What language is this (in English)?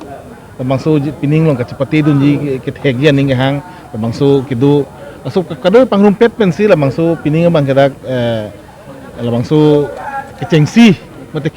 Karbi